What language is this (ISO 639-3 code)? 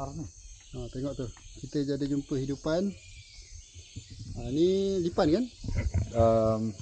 msa